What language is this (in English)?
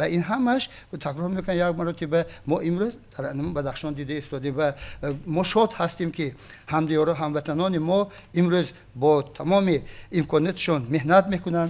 Tajik